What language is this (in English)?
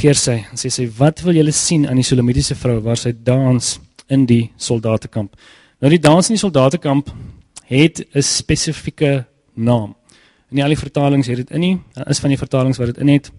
Afrikaans